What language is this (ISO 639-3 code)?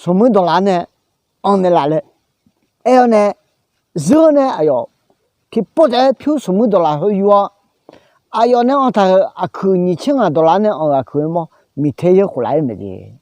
ahk